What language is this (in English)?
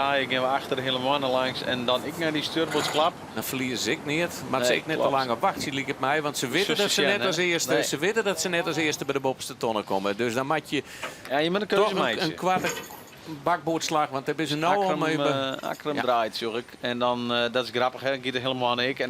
Western Frisian